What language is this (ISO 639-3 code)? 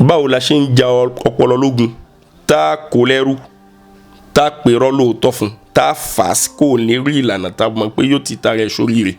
yor